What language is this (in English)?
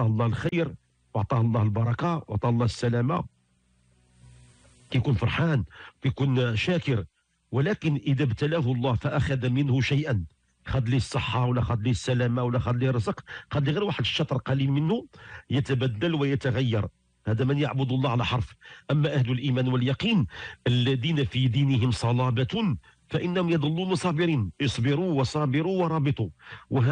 Moroccan Arabic